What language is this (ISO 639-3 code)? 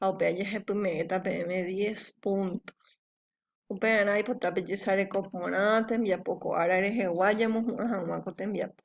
grn